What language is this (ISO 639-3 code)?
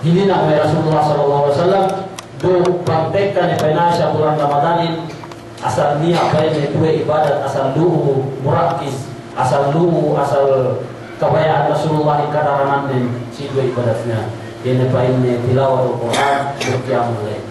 yka